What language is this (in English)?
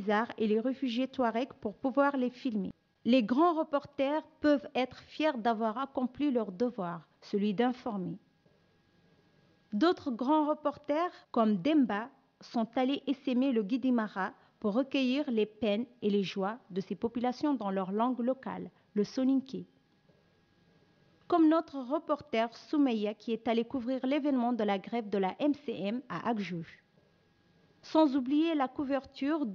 French